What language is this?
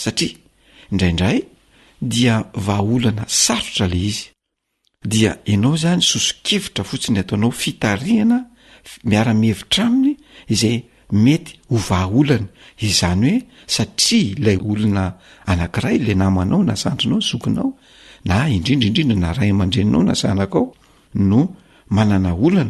Malagasy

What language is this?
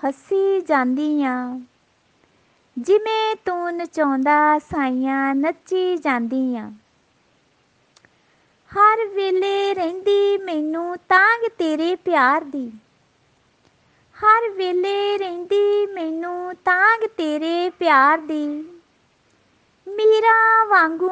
Punjabi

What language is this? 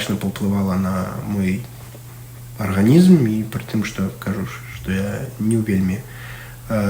Belarusian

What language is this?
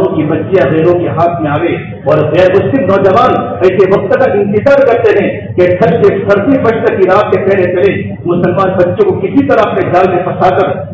Urdu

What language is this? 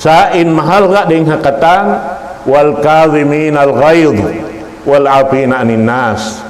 Tausug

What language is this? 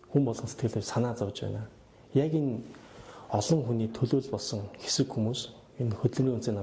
Mongolian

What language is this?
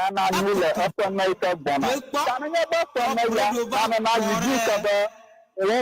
Ewe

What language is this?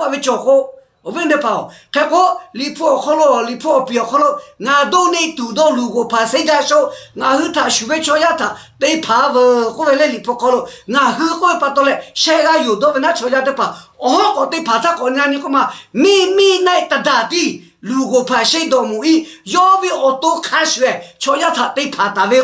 Lahu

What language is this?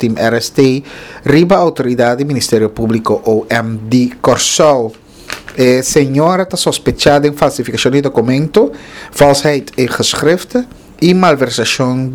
Papiamento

